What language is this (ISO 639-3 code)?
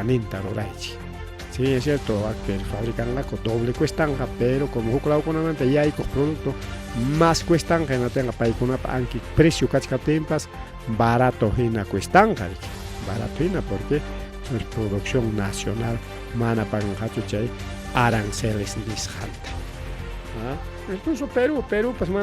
quy